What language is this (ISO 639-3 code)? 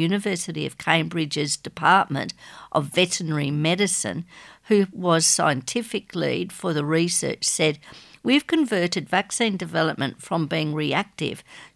eng